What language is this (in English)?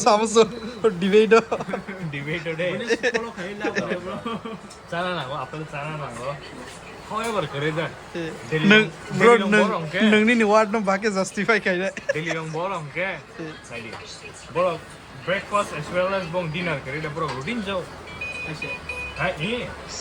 Kok Borok